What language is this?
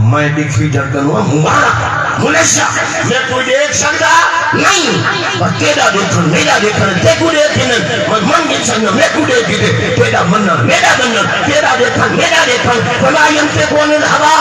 Saraiki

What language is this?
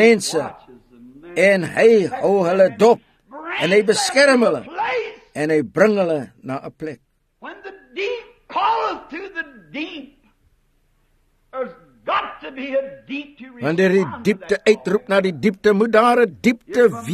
Afrikaans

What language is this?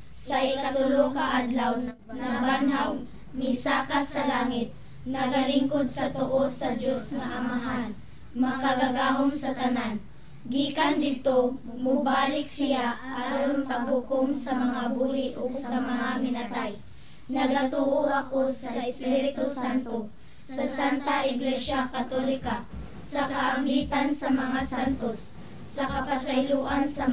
Cebuano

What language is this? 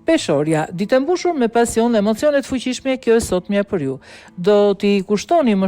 Albanian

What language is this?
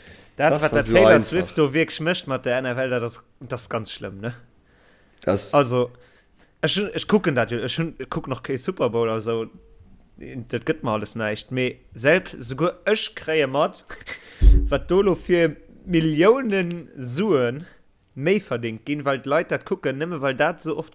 Luxembourgish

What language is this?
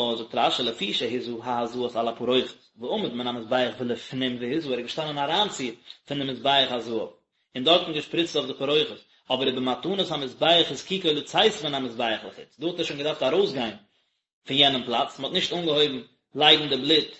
Yiddish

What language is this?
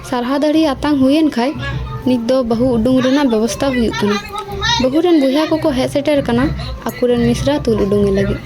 Santali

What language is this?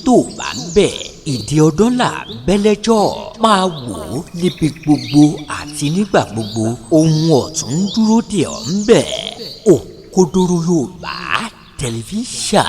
Yoruba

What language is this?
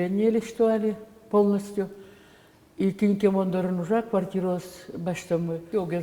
Udmurt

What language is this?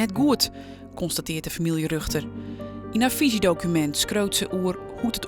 Western Frisian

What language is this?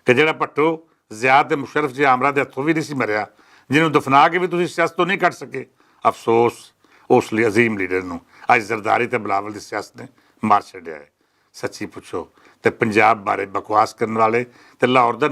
Western Panjabi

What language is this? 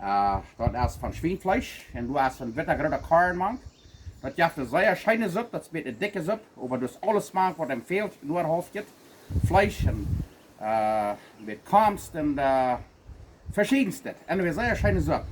Plautdietsch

